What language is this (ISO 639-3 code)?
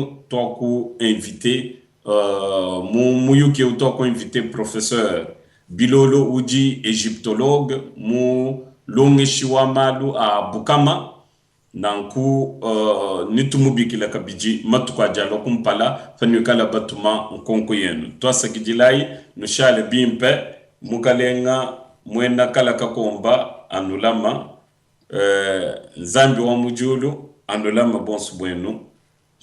lua